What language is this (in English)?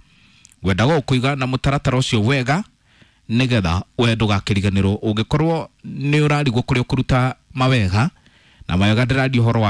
Kikuyu